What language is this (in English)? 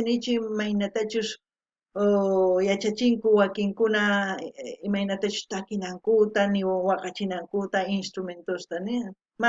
South Bolivian Quechua